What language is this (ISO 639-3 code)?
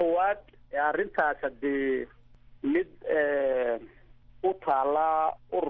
som